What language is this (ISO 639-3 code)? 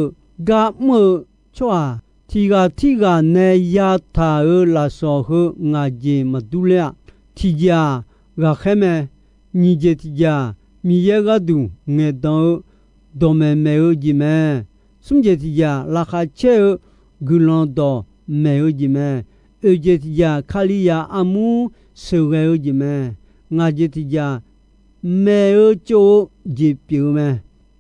ahk